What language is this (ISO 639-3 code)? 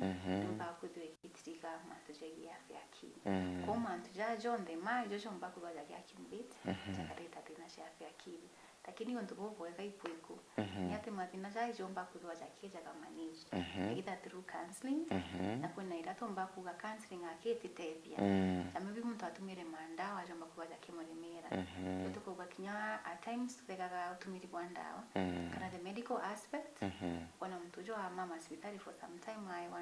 mer